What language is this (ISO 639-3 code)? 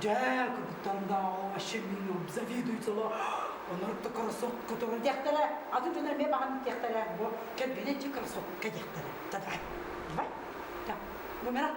sah